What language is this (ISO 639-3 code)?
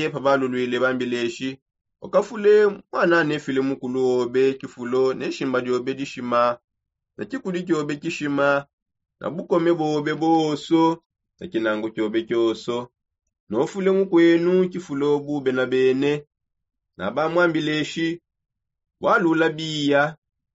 sop